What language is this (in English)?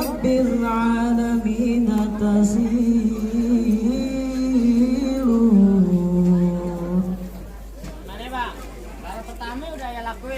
Betawi